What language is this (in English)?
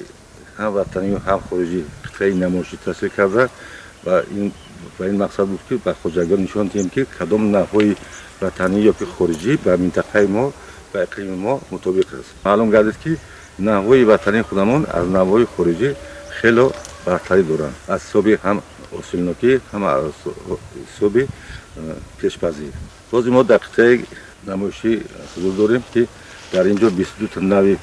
Tajik